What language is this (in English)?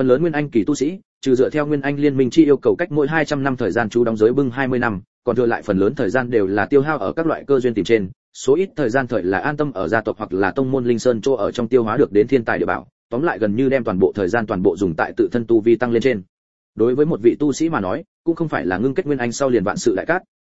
Vietnamese